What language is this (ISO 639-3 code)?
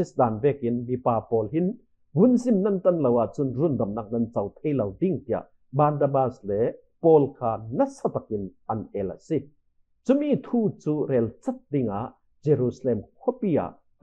cfm